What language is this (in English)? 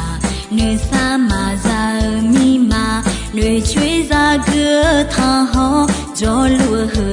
Akha